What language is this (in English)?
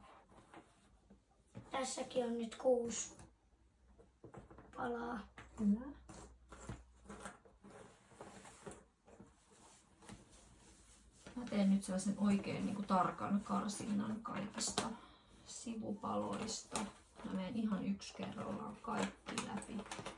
Finnish